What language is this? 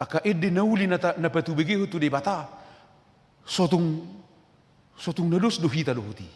Batak Toba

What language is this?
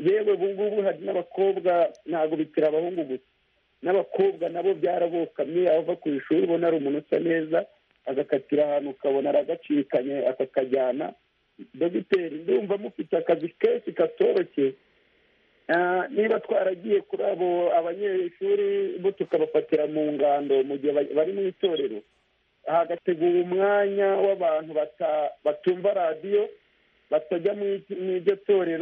Kinyarwanda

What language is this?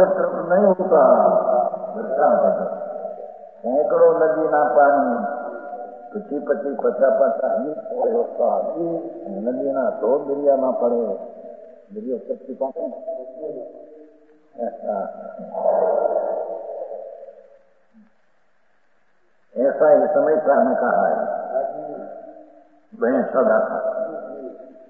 Gujarati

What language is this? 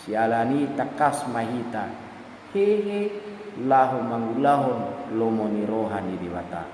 Batak Toba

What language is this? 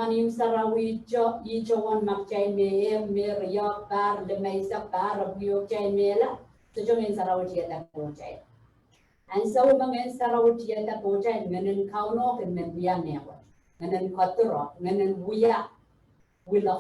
Pohnpeian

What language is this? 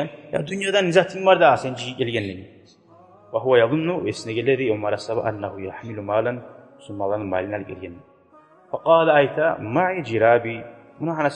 Kumyk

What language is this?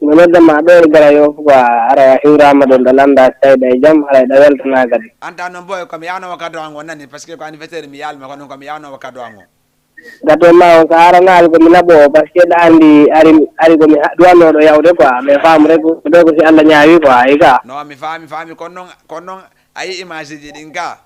Fula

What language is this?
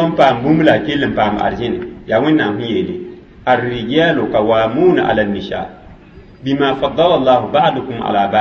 Mossi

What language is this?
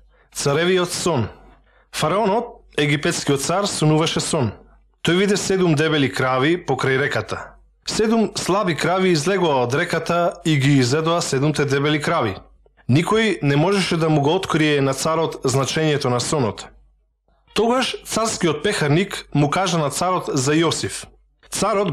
Macedonian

